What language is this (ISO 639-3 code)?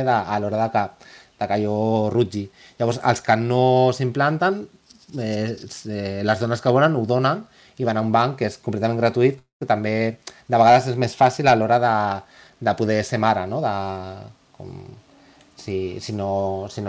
cat